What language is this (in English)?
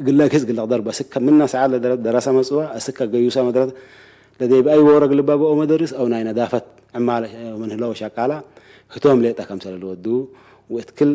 Tigre